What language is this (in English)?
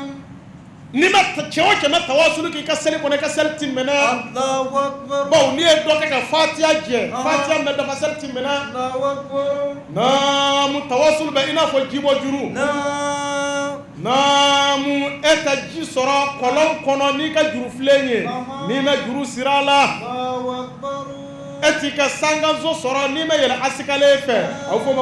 Bambara